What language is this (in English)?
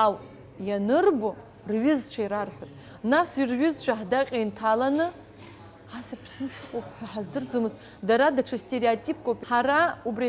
Abkhazian